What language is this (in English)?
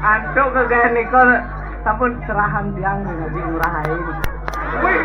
Balinese